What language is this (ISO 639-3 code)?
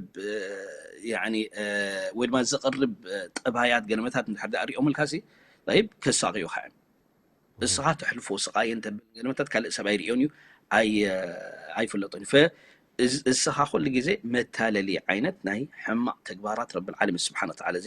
tir